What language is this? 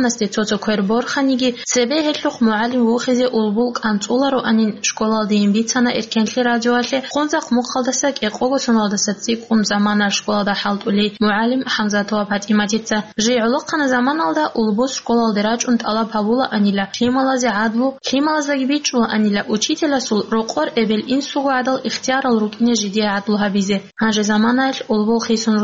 Avaric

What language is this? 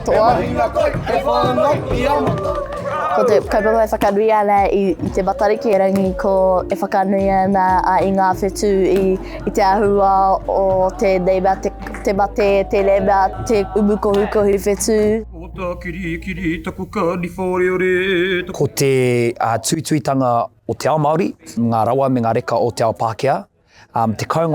Māori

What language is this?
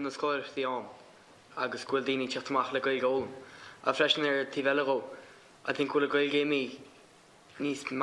Irish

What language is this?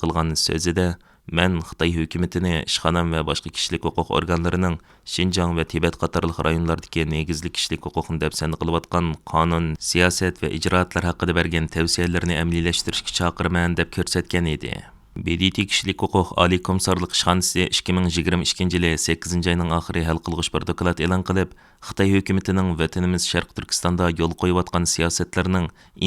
Uyghur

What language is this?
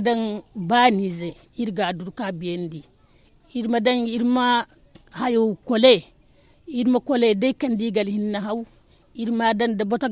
Zarma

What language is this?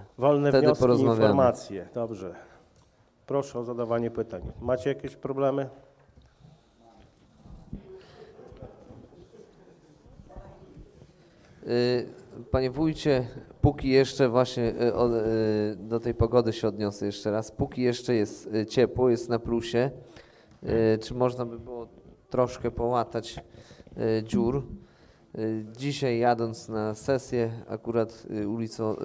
Polish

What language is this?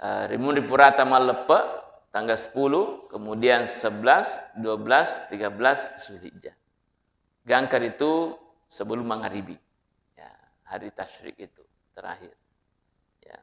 Buginese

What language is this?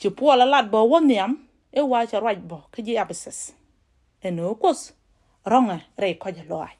Nuer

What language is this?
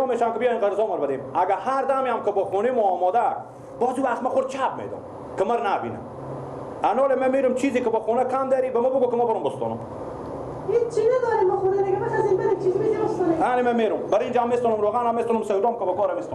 Persian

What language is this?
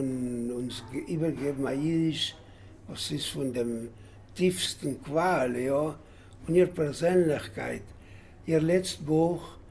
Yiddish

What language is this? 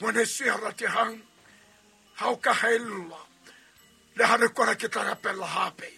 Southern Sotho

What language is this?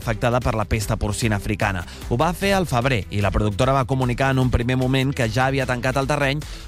Catalan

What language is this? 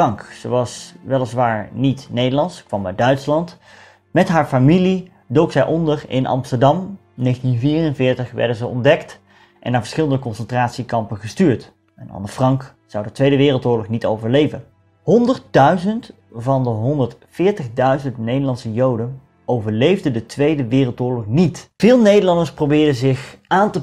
Dutch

